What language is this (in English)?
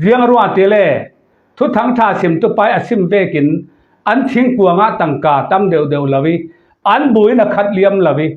Falam Chin